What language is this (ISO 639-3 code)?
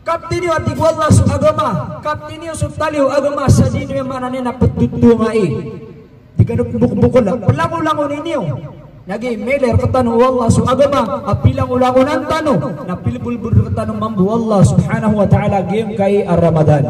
mrw